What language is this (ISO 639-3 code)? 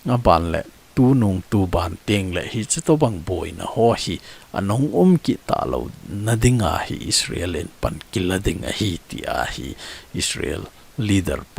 tcz